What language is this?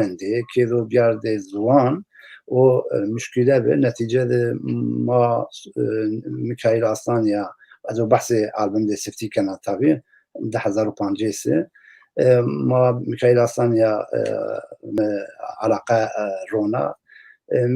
Zaza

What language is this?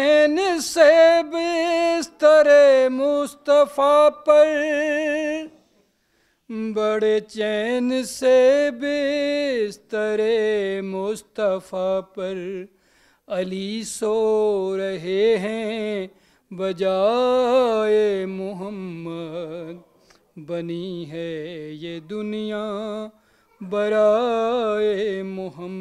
Urdu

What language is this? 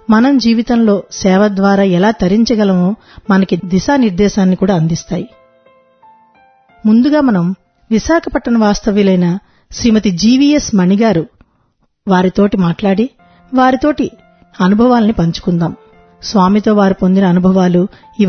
Telugu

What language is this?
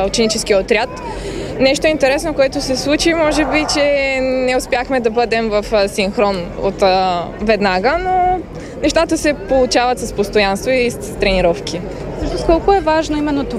Bulgarian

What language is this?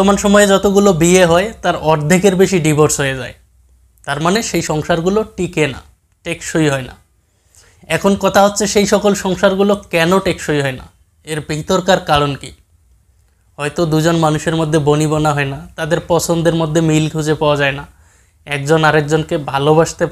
Bangla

